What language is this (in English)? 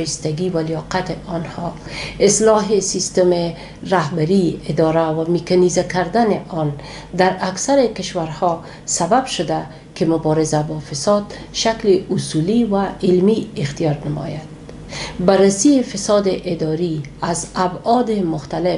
Persian